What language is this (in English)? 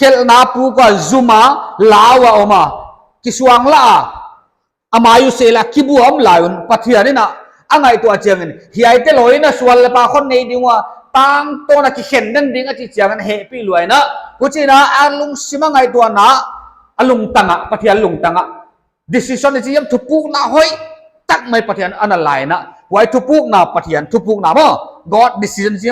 Paite Chin